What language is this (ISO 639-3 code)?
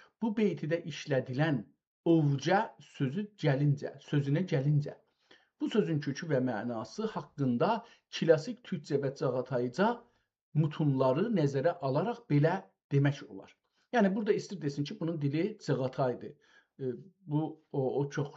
azb